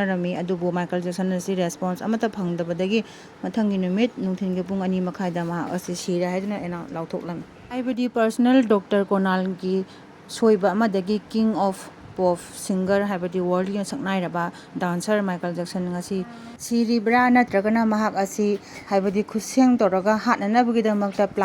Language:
Manipuri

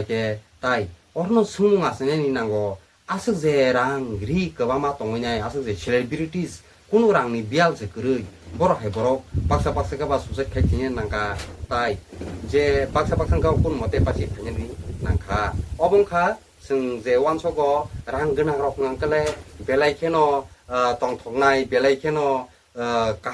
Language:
Kok Borok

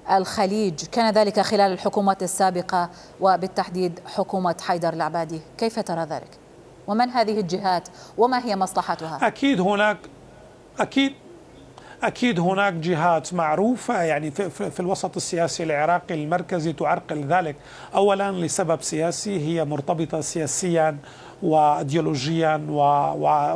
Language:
Mesopotamian Arabic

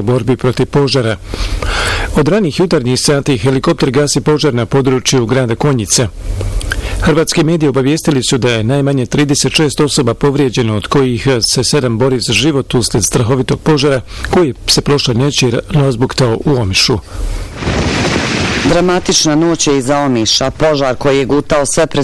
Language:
Bosnian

